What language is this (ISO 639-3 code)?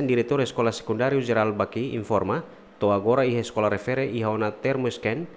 tet